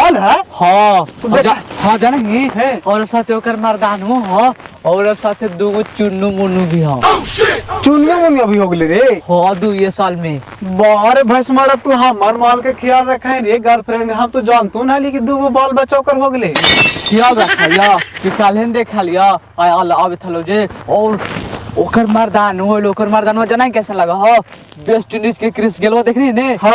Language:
Magahi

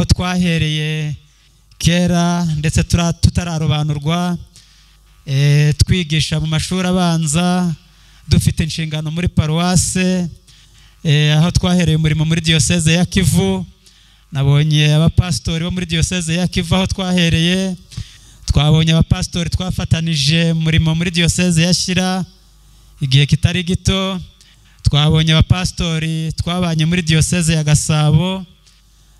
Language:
Kinyarwanda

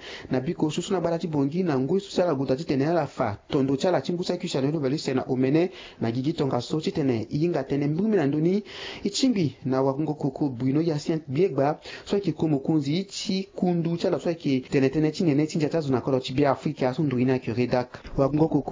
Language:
Sango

